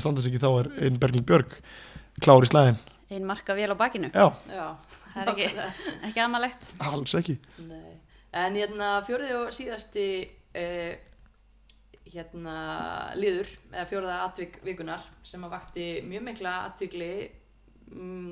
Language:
Icelandic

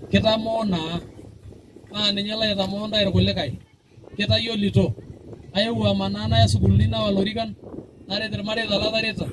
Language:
Masai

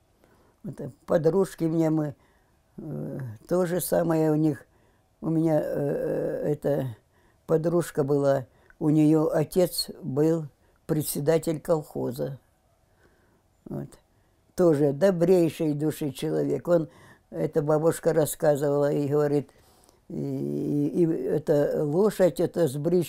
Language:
Russian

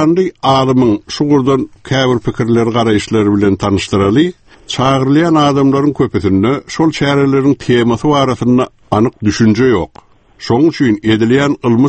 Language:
Turkmen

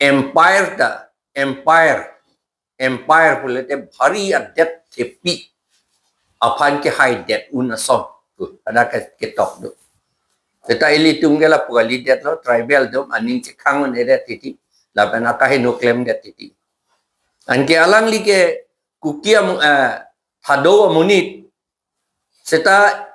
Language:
Karbi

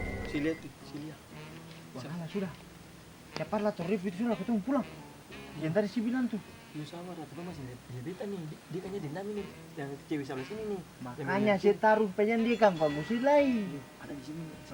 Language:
Ambonese Malay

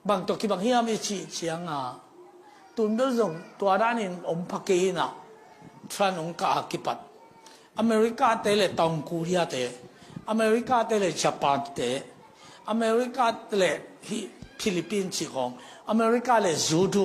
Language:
Tedim Chin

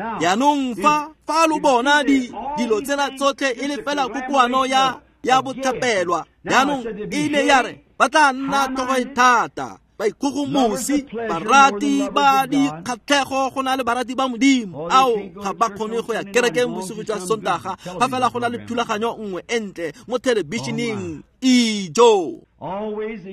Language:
Tswana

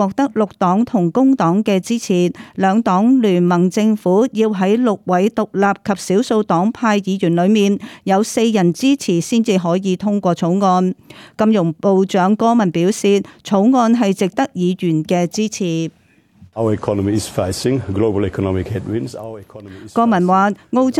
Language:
Cantonese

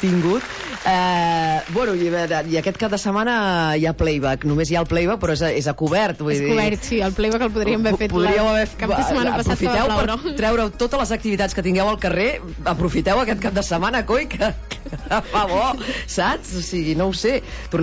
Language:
Catalan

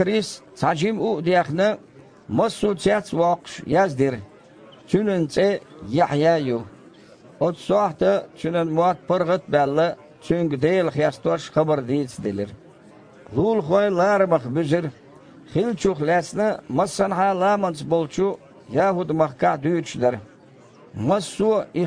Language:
Chechen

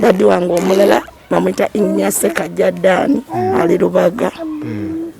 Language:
Ganda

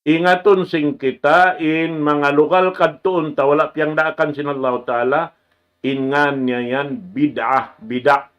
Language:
Tausug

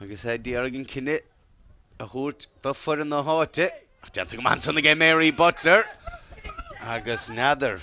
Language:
Irish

